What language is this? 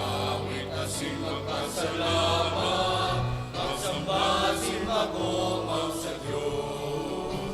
Bikol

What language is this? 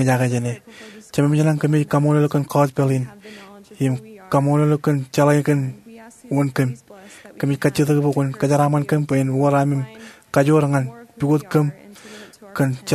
Marshallese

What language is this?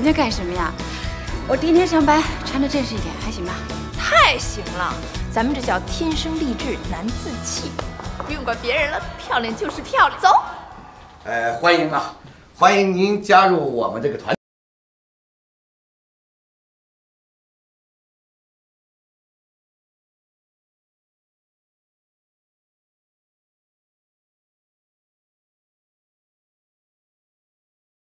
Chinese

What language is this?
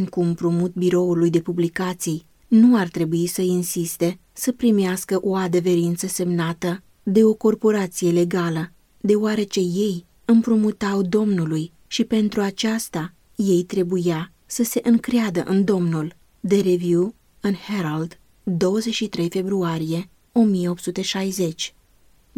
Romanian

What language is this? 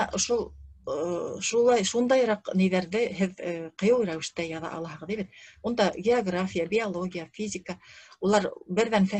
Bashkir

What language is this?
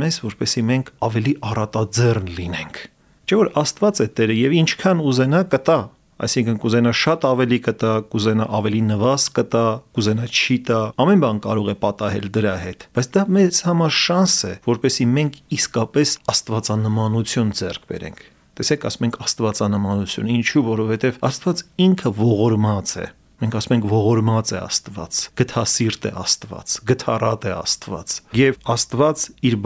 Armenian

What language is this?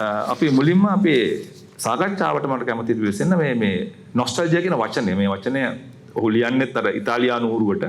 Sinhala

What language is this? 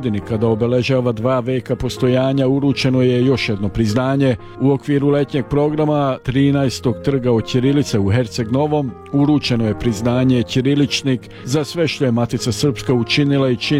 Serbian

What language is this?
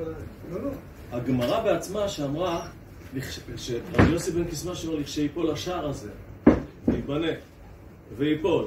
Hebrew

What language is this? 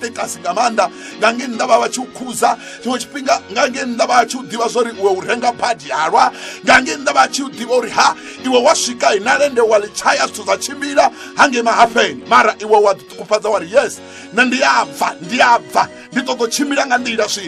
Venda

